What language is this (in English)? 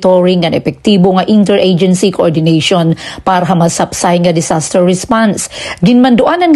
Waray